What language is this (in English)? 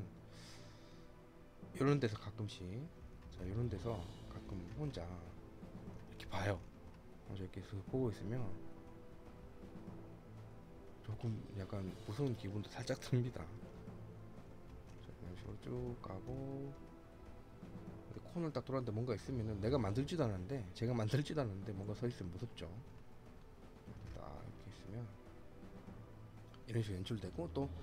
Korean